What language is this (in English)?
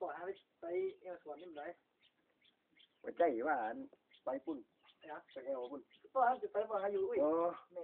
Northeastern Thai